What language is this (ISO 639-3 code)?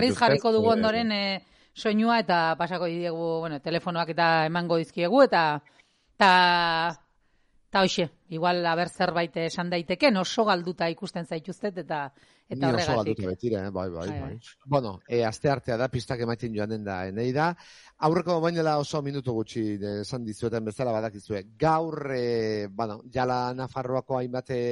eus